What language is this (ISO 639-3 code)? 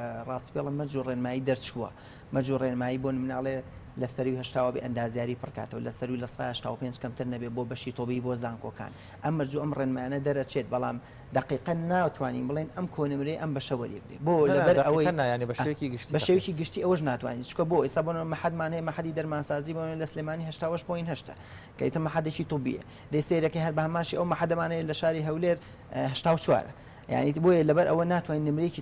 ckb